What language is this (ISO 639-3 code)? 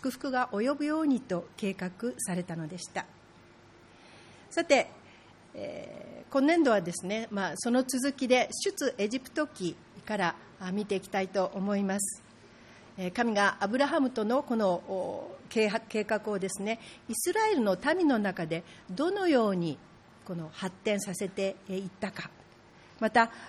jpn